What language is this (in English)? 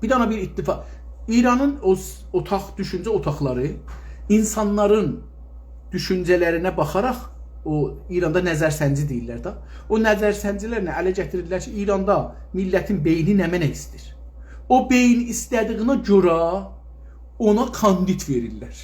South Azerbaijani